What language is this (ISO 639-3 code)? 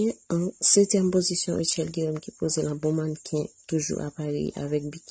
hat